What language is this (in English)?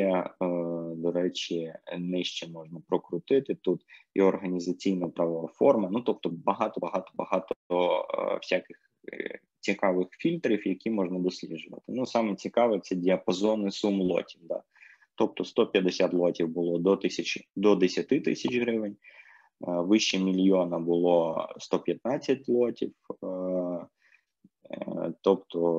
Ukrainian